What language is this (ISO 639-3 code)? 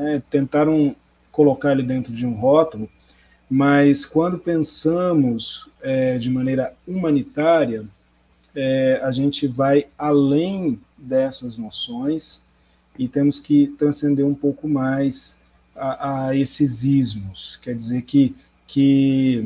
por